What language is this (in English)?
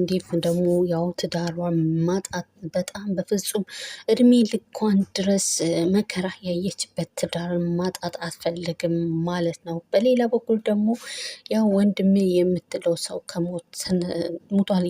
Amharic